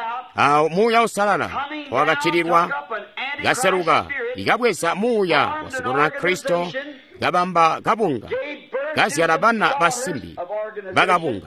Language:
Tonga (Zambia)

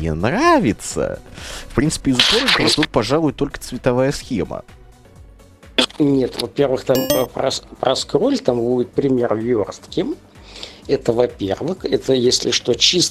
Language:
Russian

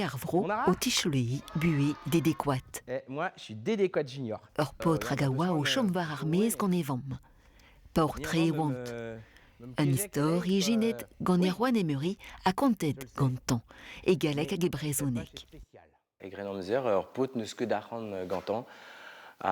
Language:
Breton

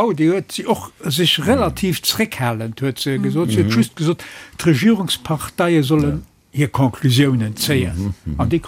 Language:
Luxembourgish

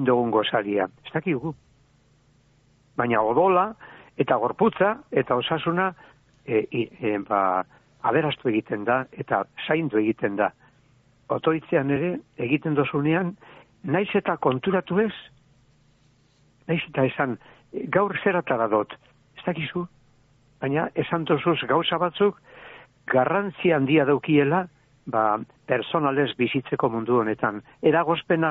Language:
Basque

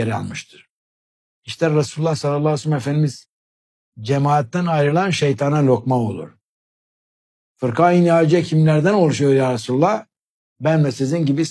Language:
Turkish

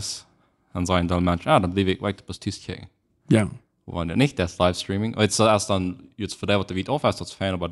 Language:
Plautdietsch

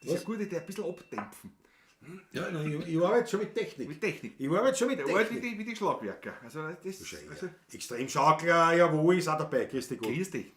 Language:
Bavarian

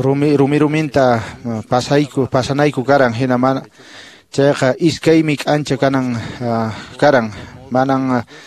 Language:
Quechua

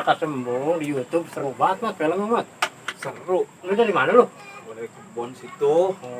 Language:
Betawi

